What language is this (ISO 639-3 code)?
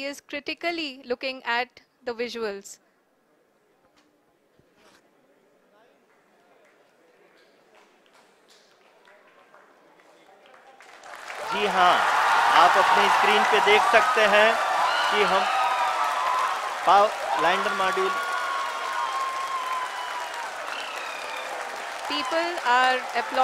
hin